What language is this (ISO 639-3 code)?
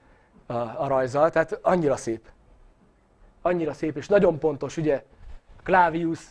hun